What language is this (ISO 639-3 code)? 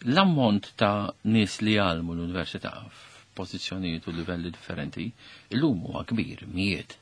mlt